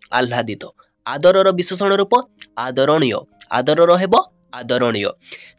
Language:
Odia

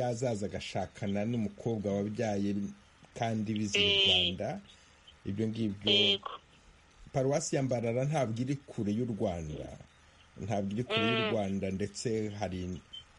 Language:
Kinyarwanda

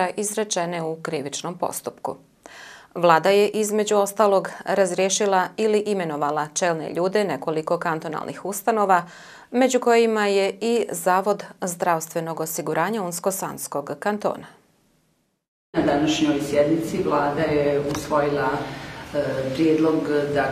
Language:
Bosnian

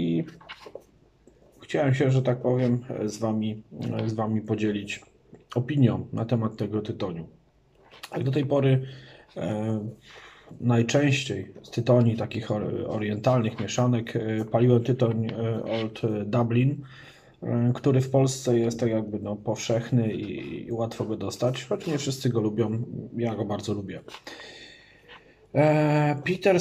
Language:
Polish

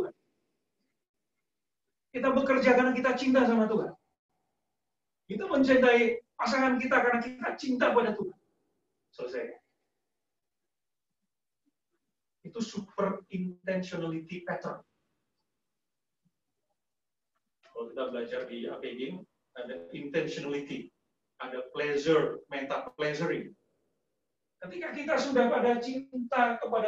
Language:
Indonesian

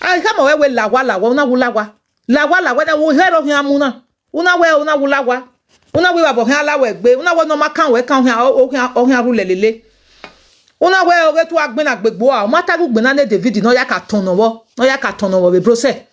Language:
Nigerian Pidgin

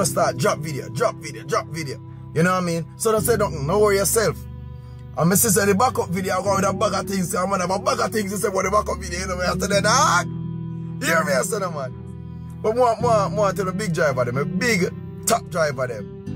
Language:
Jamaican Creole English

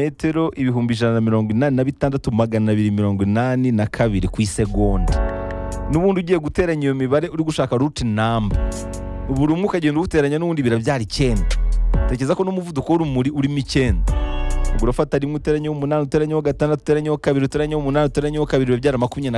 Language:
Kinyarwanda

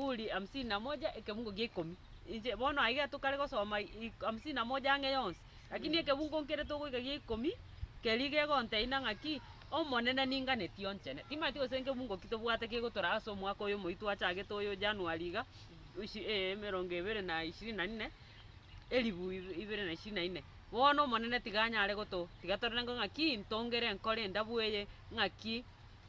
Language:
Gusii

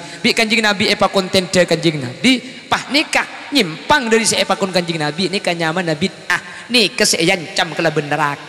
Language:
Madurese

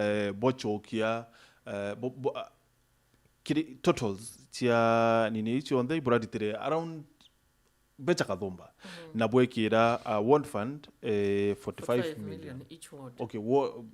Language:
Meru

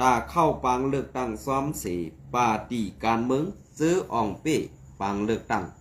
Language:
Shan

